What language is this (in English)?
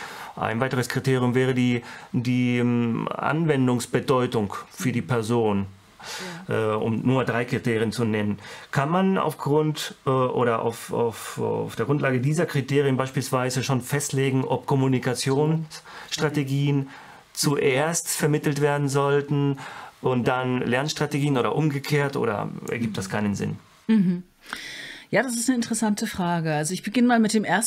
German